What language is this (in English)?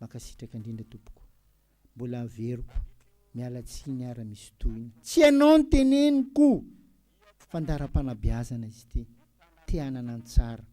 Malagasy